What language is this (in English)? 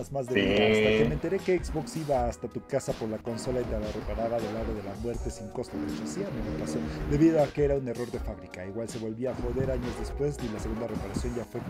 Spanish